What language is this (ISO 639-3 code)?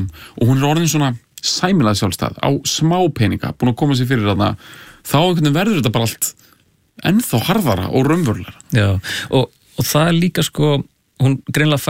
isl